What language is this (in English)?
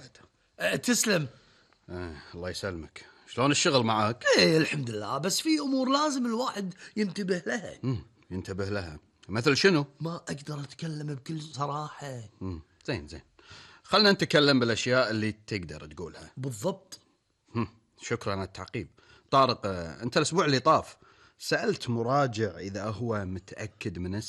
Gulf Arabic